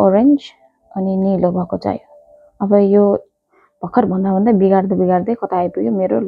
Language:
Nepali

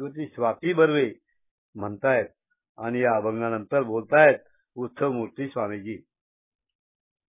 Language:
Marathi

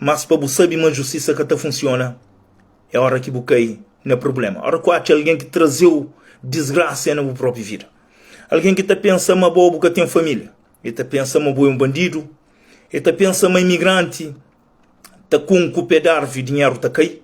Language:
Kabuverdianu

